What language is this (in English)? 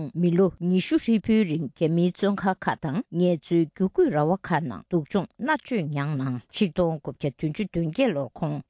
Tibetan